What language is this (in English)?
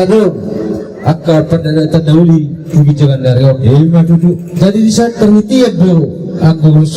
Batak Toba